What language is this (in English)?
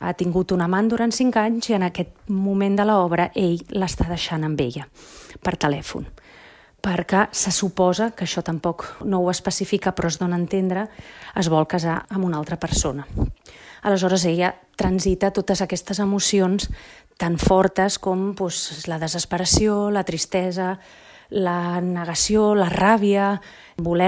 Catalan